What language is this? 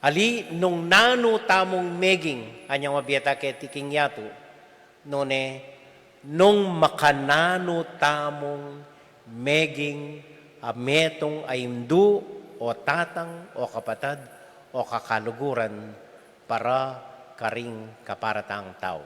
Pampanga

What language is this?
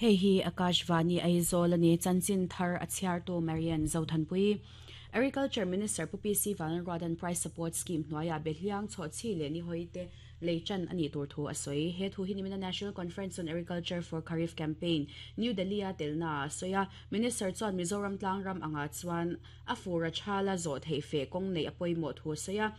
Mizo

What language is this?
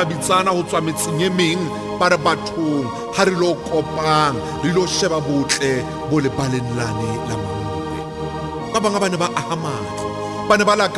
Southern Sotho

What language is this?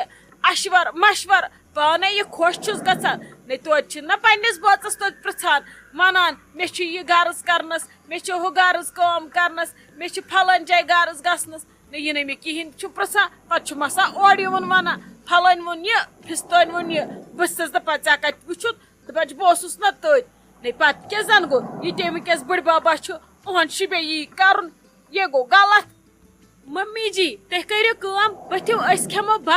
Kashmiri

